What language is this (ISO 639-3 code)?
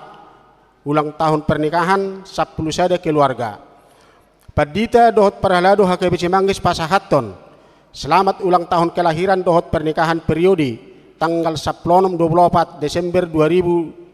bbc